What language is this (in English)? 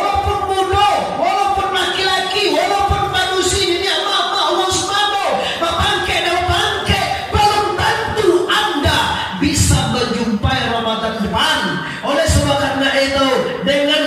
Minangkabau